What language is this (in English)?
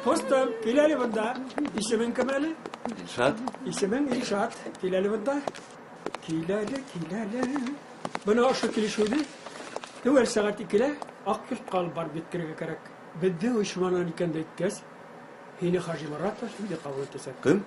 Bashkir